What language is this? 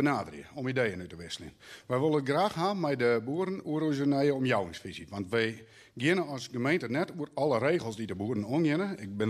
Western Frisian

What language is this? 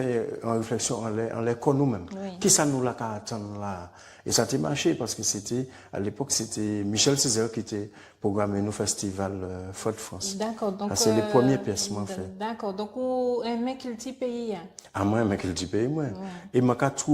Guadeloupean Creole French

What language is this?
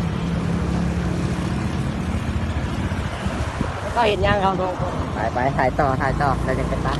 Lao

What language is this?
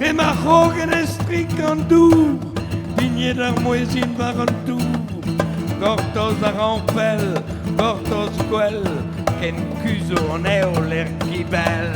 Breton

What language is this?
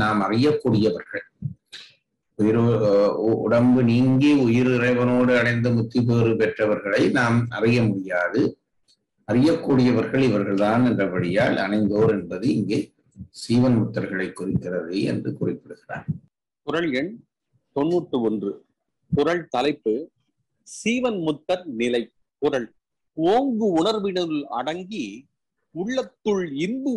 Tamil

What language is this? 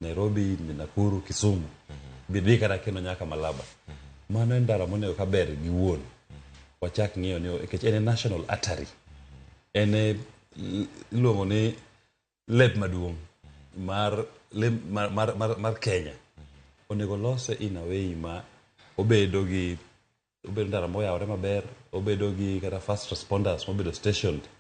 Luo (Kenya and Tanzania)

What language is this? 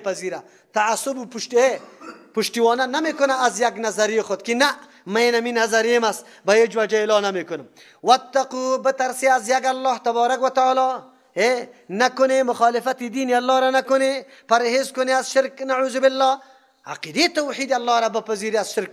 Persian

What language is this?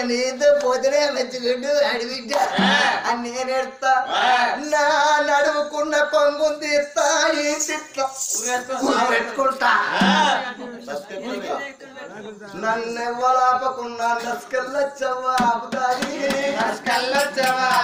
Telugu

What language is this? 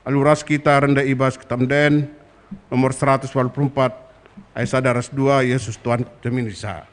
Batak Karo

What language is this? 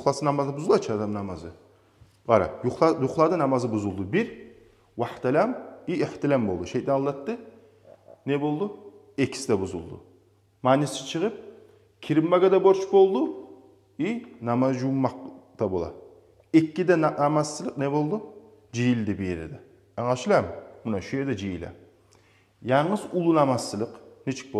Kumyk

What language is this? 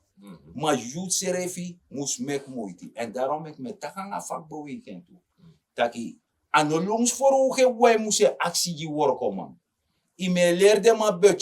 Sranan Tongo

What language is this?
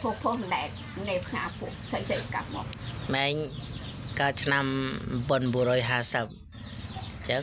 Khmer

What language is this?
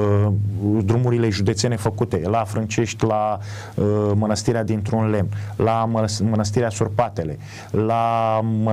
Romanian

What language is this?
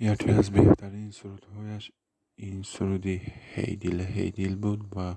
Tajik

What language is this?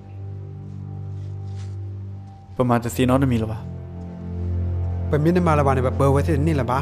S'gaw Karen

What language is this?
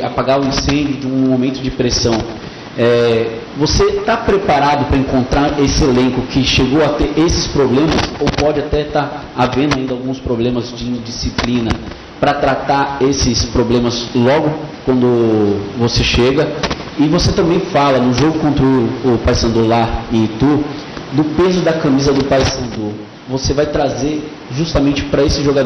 Portuguese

